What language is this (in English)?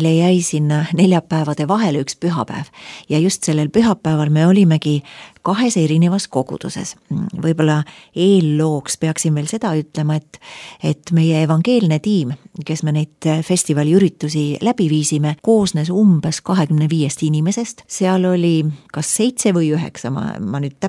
Estonian